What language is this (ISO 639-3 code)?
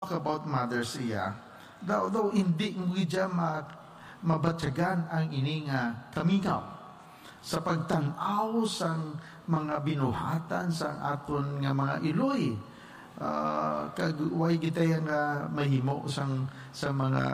hil